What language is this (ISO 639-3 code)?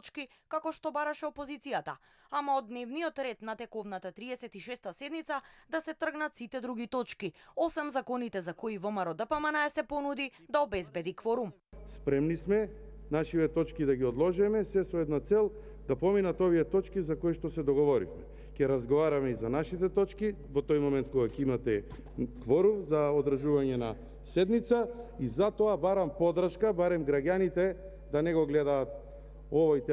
mkd